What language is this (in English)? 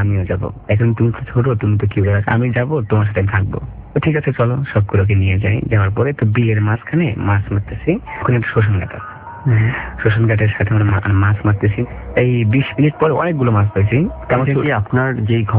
Bangla